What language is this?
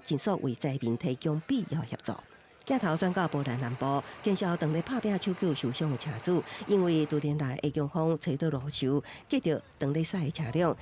Min Nan Chinese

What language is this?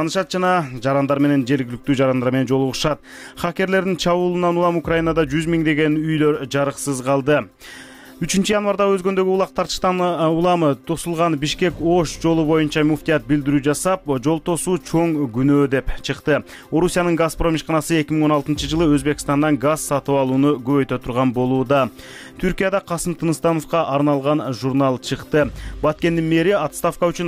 Kyrgyz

